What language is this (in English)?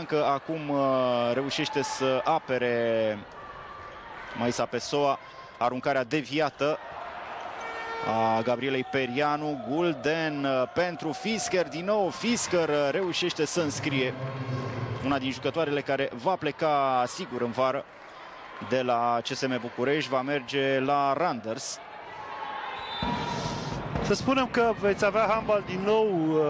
Romanian